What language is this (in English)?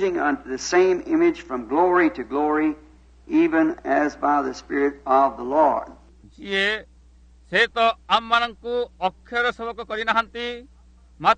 Odia